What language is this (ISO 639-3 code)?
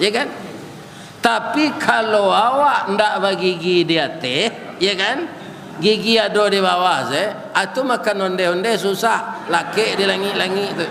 min